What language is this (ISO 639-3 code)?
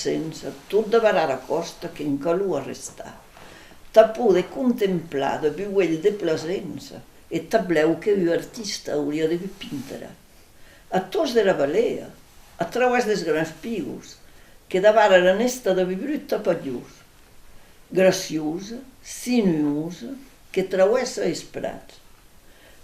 oci